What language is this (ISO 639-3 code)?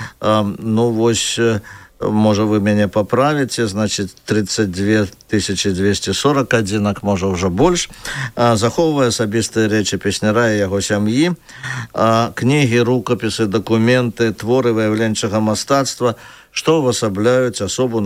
bel